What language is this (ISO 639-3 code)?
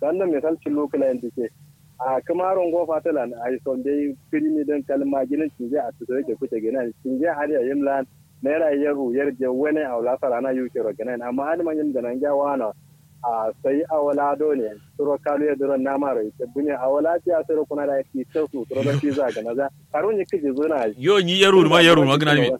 kau